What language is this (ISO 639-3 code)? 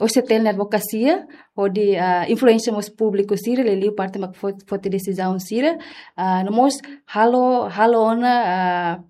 tet